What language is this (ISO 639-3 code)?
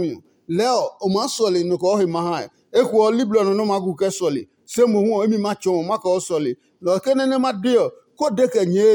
ada